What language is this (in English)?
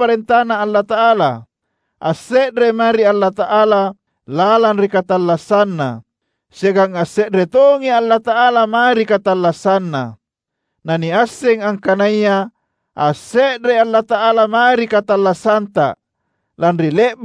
Makasar